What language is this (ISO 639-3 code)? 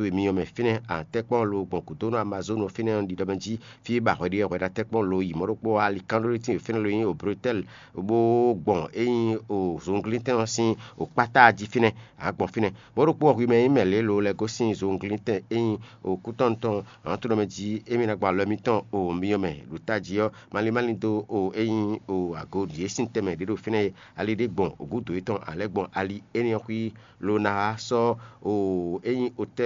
fon